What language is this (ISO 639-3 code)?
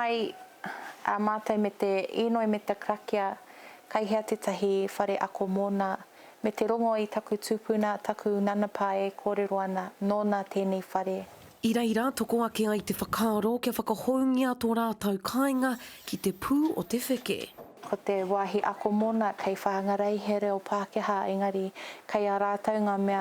mri